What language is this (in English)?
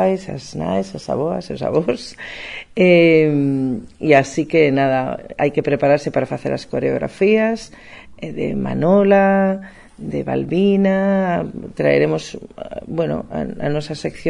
Galician